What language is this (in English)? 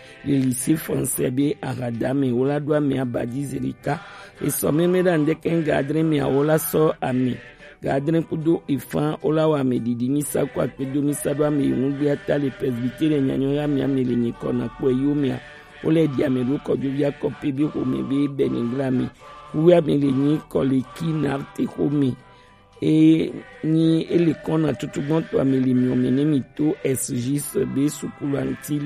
Gen